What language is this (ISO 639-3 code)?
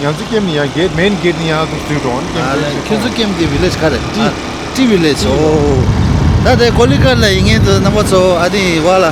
bod